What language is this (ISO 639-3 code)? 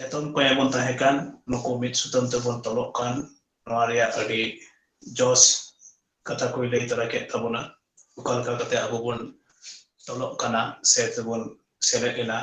sat